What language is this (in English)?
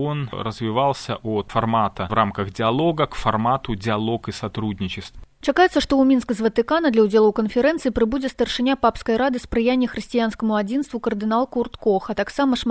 Belarusian